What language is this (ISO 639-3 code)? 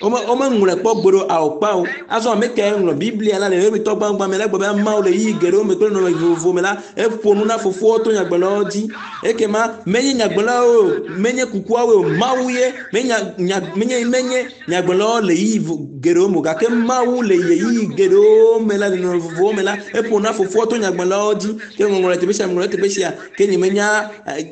ewe